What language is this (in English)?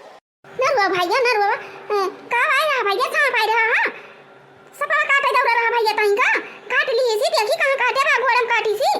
Awadhi